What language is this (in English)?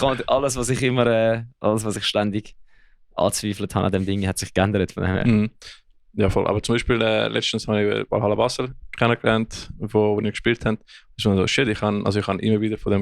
Swiss German